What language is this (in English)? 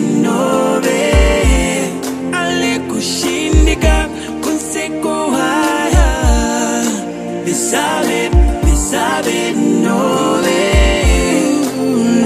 Bemba